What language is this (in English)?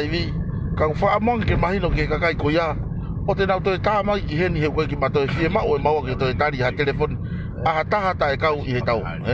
Tongan